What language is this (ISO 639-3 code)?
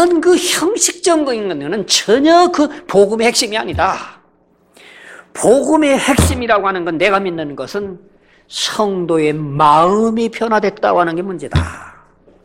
kor